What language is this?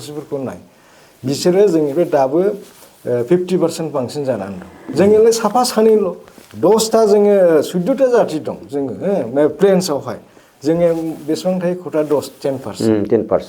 Bodo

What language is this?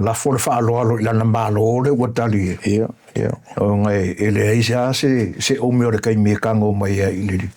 Samoan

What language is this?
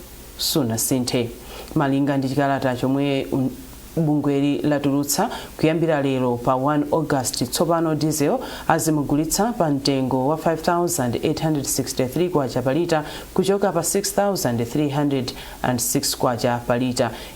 Nyanja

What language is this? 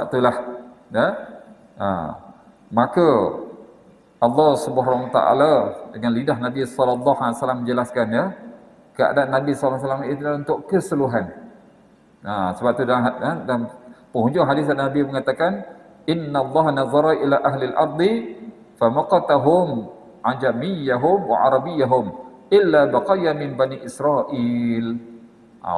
Malay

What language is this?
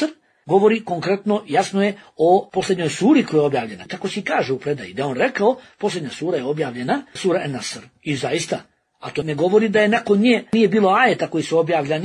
Bosnian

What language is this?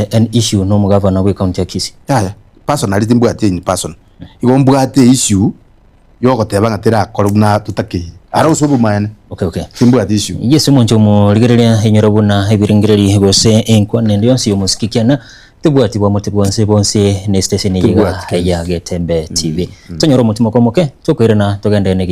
Gusii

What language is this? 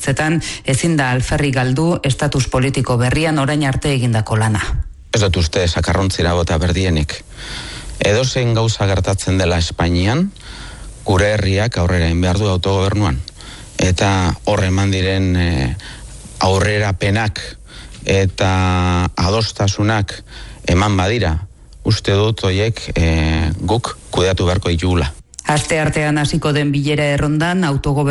Basque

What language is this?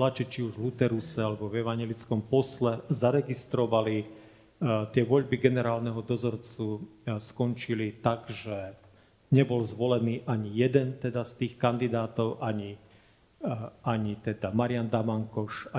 Slovak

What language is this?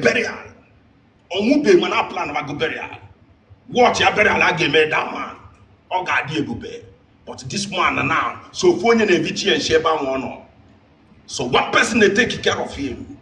Igbo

